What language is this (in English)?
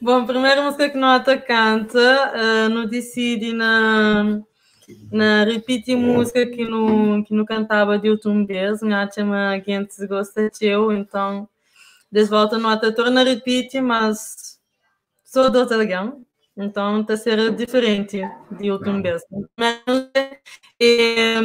Kabuverdianu